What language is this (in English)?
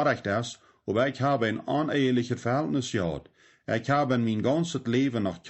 Plautdietsch